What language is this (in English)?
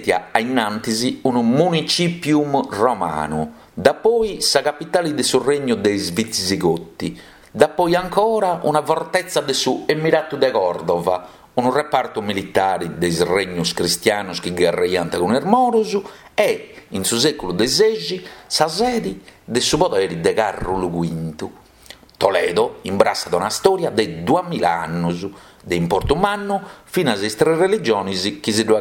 Sardinian